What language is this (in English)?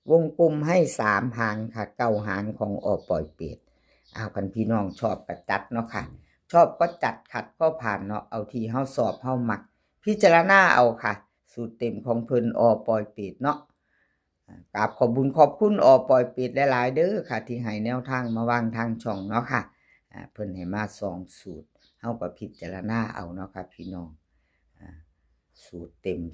Northeastern Thai